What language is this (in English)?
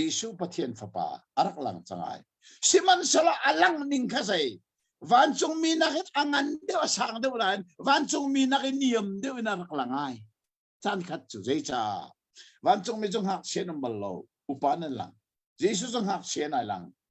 Hakha Chin